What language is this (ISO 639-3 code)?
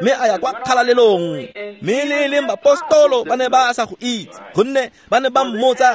tsn